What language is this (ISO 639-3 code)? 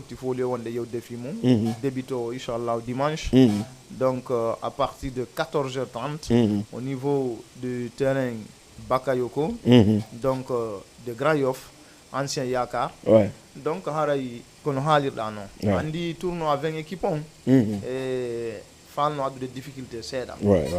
ful